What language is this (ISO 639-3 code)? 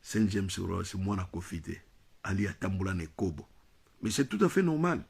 lin